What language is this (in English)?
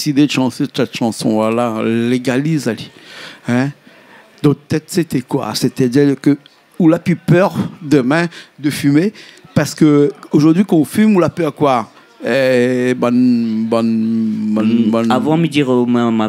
Réunion Creole French